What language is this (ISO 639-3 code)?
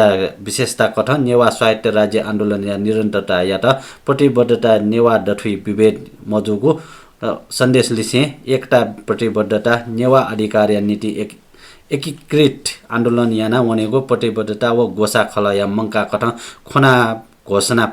new